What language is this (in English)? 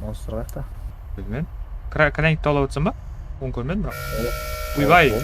Kara-Kalpak